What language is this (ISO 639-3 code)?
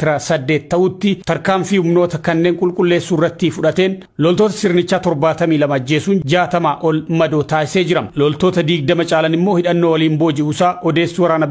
orm